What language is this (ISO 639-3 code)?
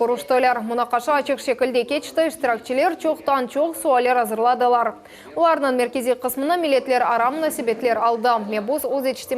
crh